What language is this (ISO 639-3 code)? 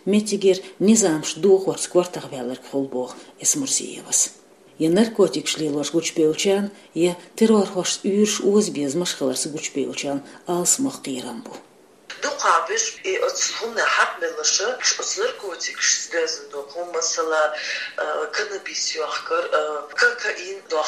che